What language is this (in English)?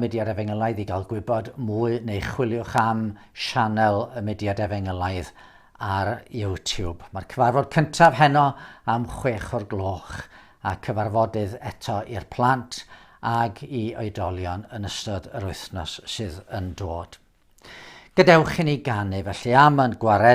Welsh